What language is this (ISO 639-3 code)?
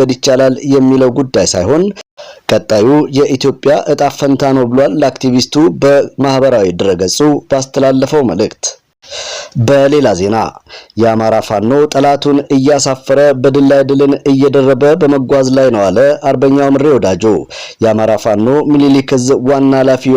amh